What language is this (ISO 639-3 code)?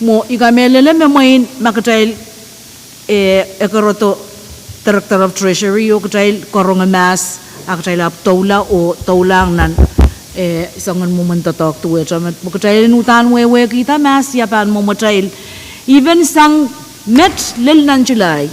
pon